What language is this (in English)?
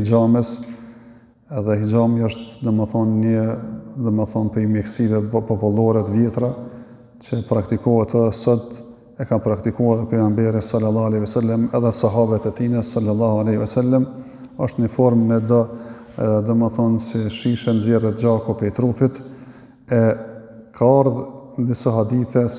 Albanian